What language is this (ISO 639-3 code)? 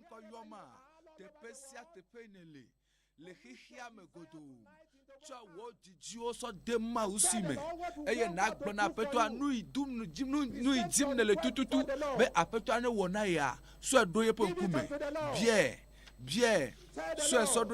ewe